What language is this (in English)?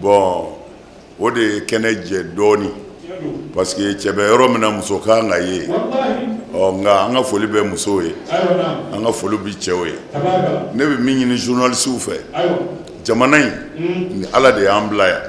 Bambara